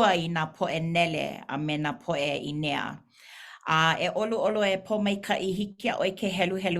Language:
Hawaiian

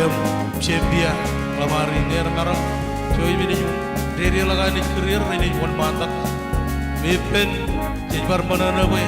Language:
Marshallese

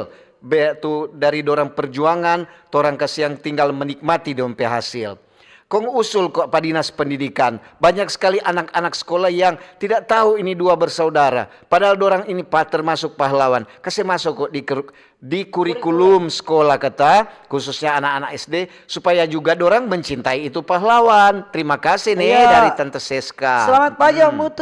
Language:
Manado Malay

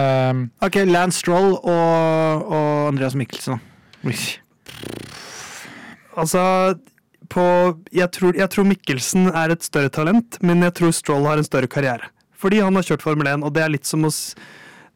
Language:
Norwegian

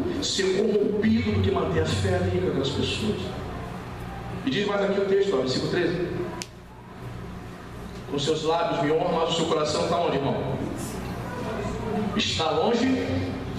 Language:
Portuguese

